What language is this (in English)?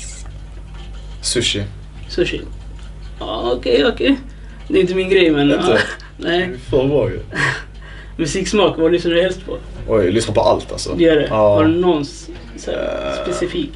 Swedish